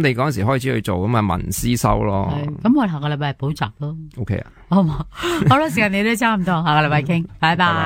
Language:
Cantonese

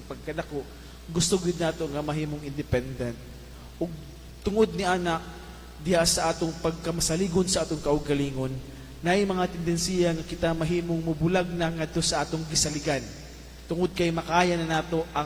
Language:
Cebuano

